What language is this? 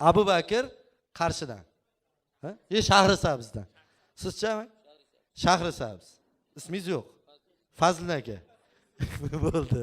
Uzbek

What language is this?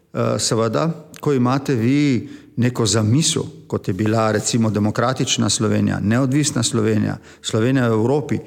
Slovenian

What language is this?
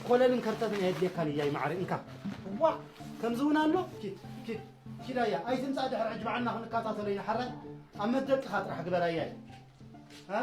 Tigrinya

